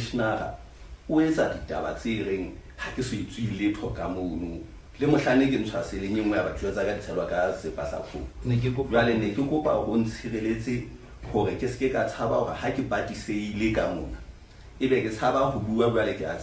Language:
Southern Sotho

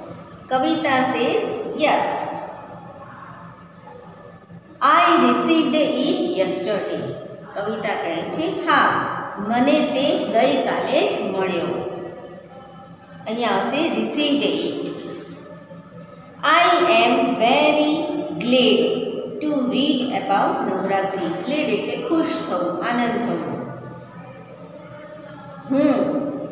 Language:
Gujarati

